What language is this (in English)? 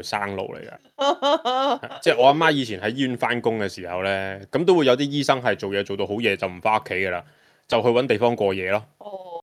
Cantonese